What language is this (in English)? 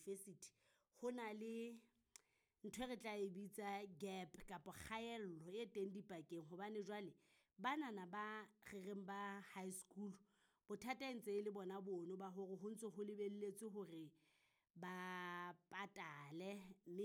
Southern Sotho